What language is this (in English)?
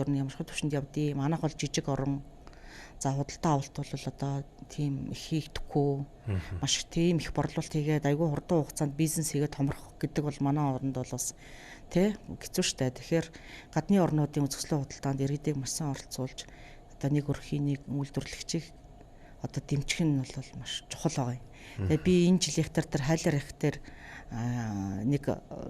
Mongolian